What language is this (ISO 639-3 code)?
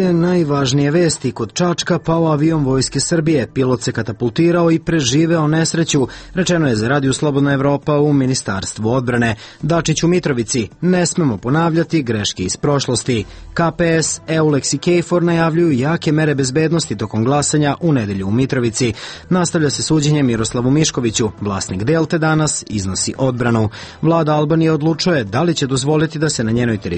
srp